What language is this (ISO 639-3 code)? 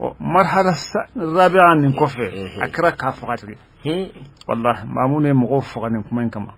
bam